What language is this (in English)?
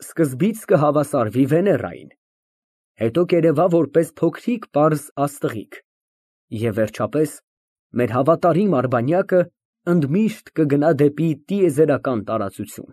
Armenian